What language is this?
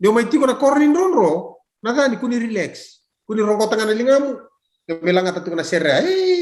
Fijian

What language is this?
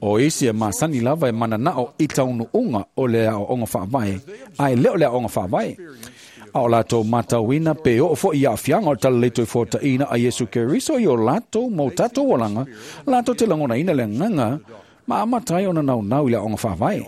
Samoan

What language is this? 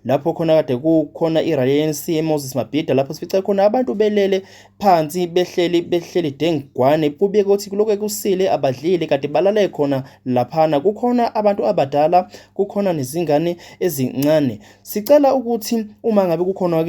Zulu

